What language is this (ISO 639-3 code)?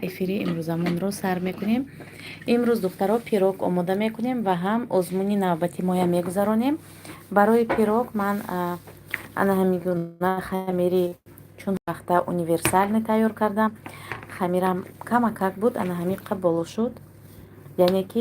tgk